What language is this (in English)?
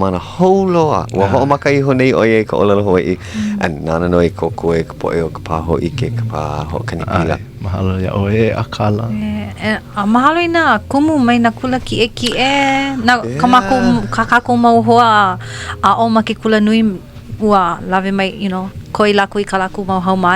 Hawaiian